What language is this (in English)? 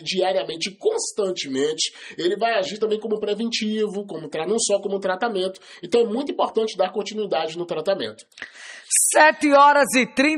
Portuguese